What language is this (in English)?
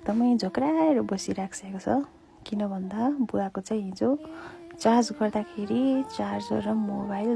Nepali